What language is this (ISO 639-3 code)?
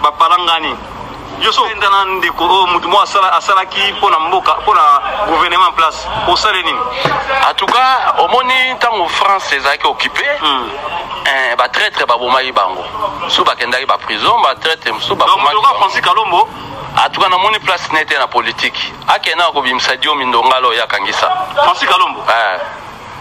lin